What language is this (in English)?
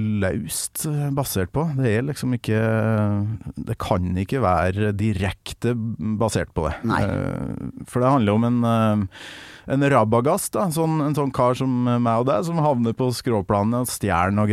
Norwegian